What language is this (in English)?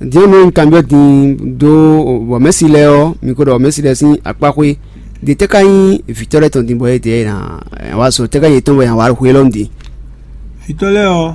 Fon